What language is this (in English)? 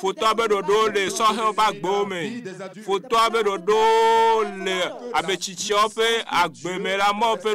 Ewe